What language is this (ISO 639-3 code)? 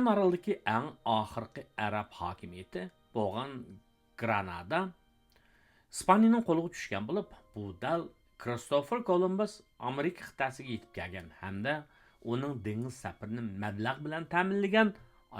uig